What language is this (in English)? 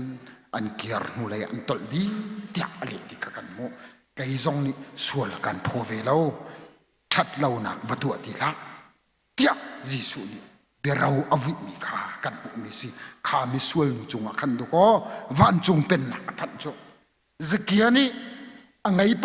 Hakha Chin